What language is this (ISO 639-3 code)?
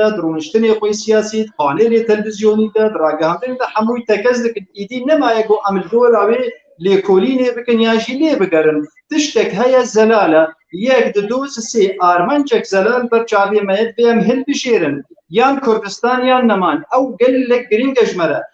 kur